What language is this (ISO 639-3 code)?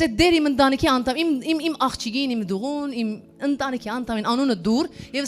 hyw